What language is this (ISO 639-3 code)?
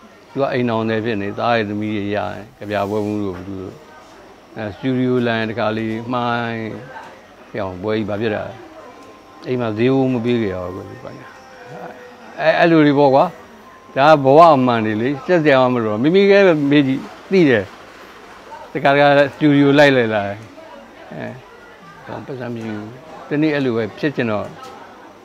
mya